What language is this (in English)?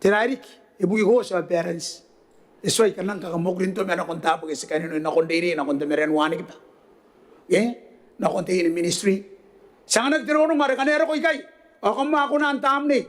Gilbertese